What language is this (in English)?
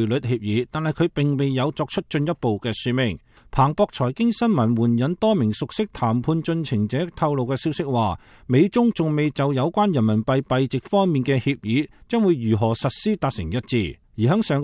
Cantonese